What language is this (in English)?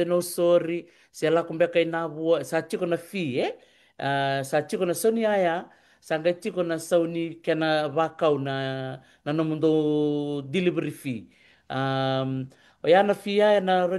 Fijian